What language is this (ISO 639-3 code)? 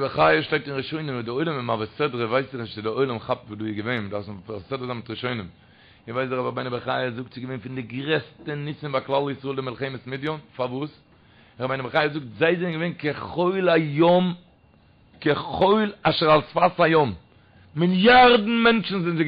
yid